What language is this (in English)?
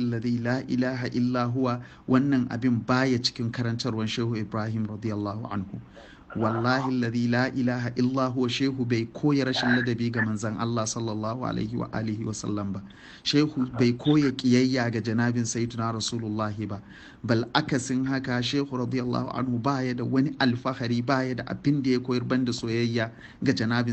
Hausa